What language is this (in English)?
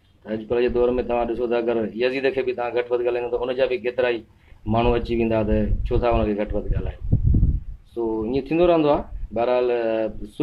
Sindhi